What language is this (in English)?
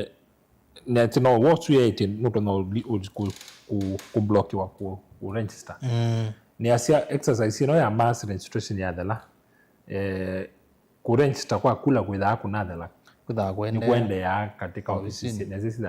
Kamba